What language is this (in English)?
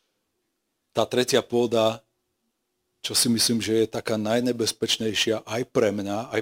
Slovak